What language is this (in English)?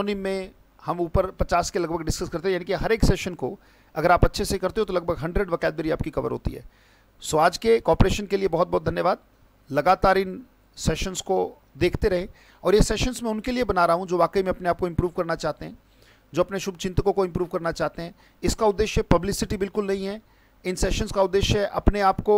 Hindi